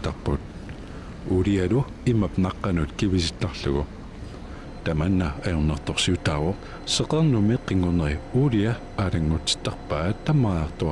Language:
Kalaallisut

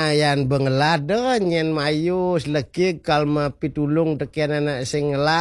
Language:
Balinese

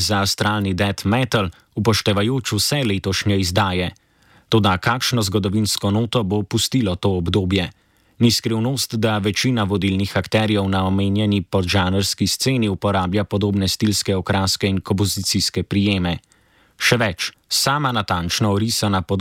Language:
Slovenian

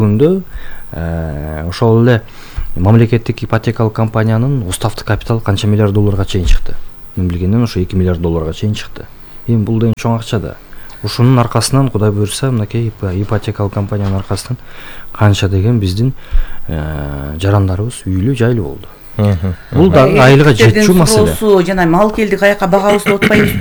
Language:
Kyrgyz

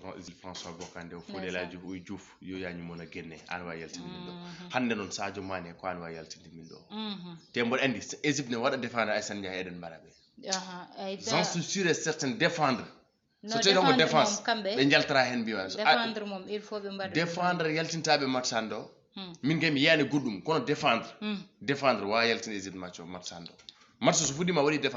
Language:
Fula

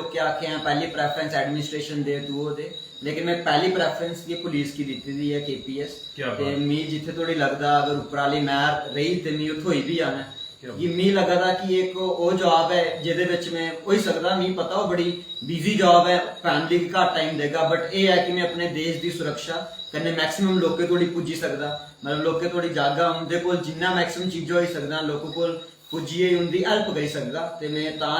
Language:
Dogri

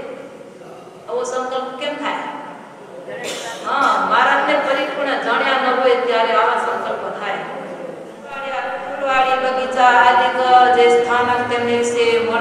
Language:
Gujarati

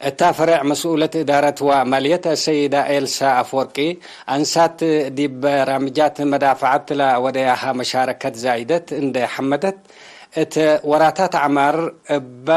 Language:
Tigre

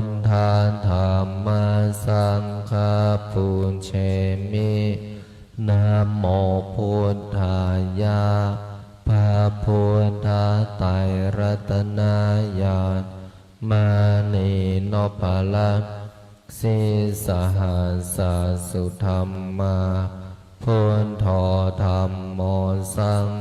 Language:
Pali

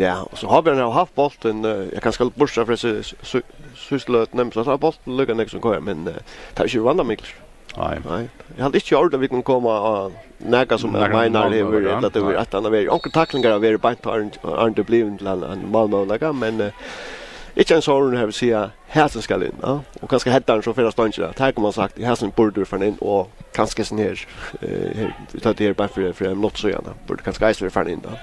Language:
Faroese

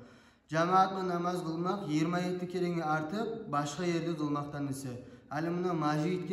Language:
Kumyk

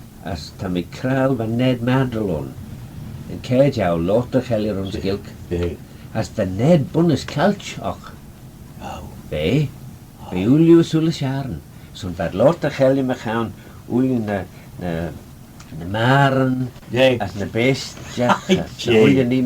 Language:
Manx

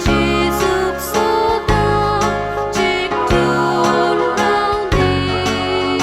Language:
Konkani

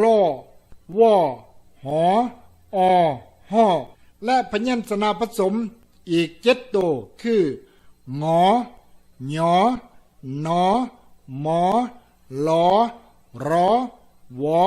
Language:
Lao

